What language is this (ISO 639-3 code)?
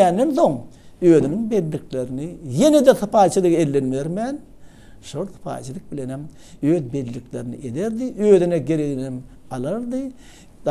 tuk